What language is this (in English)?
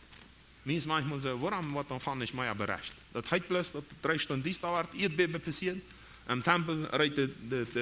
Plautdietsch